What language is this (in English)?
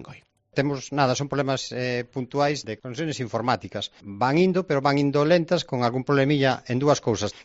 Galician